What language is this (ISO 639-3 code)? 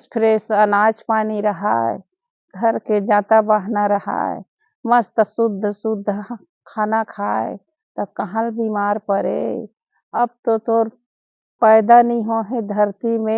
hne